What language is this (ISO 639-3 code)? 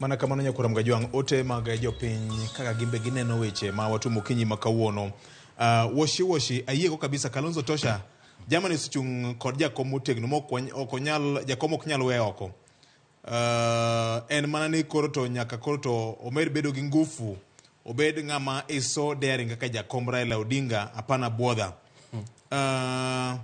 luo